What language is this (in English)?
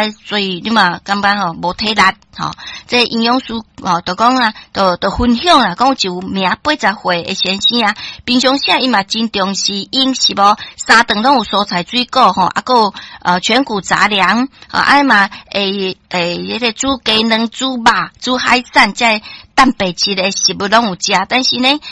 Min Nan Chinese